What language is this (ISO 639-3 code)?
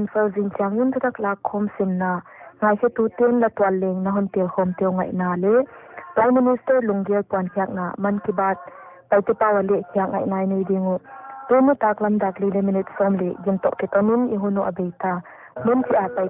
pck